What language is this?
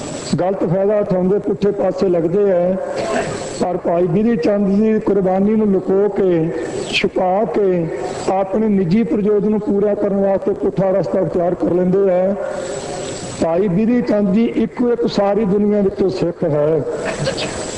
Punjabi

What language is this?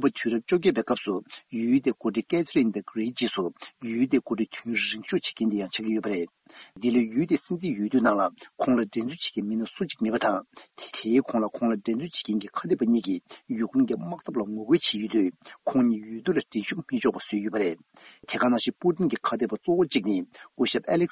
Tibetan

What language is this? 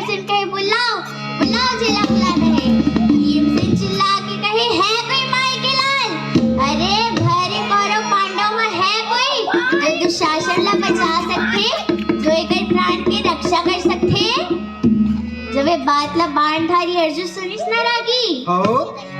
Chhattisgarhi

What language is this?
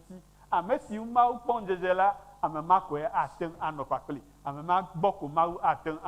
Ewe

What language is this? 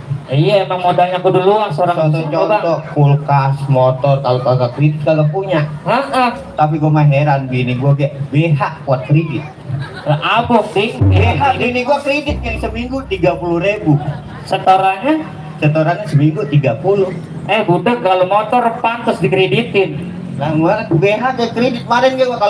Betawi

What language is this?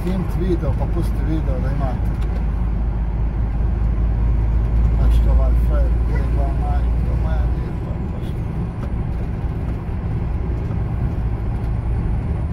Croatian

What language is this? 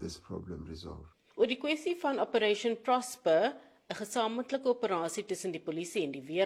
Afrikaans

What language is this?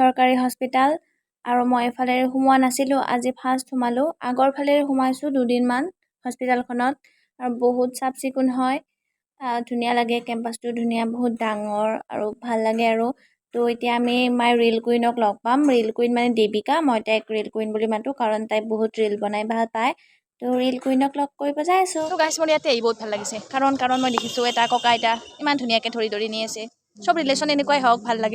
Assamese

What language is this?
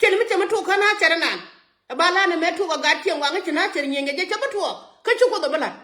Nuer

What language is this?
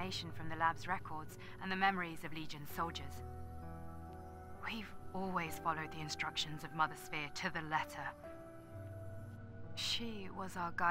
English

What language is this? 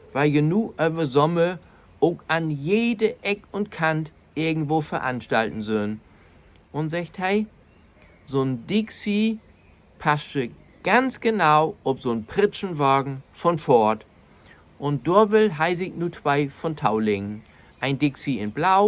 Low German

